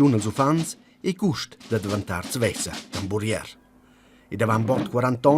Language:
Romansh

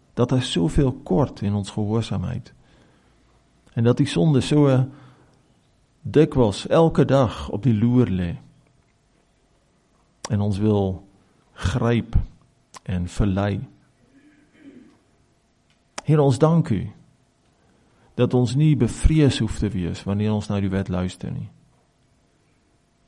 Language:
Afrikaans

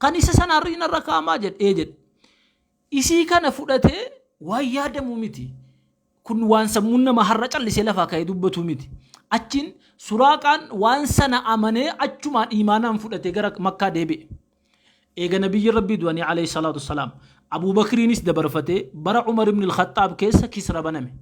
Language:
Oromo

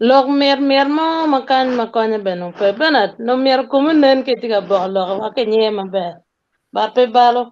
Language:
Acoli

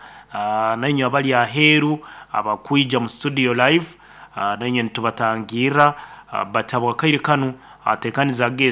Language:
Nyoro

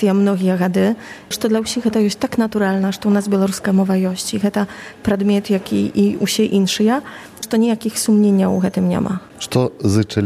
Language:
Belarusian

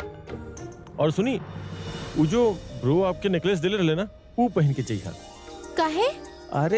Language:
Bhojpuri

